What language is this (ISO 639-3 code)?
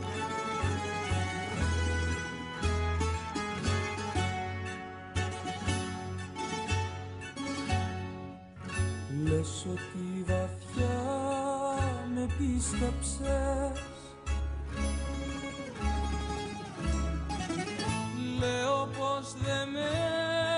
ell